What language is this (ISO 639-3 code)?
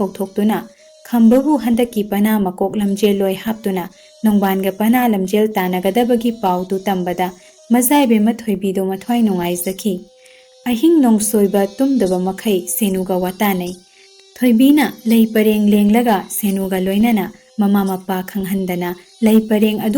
mni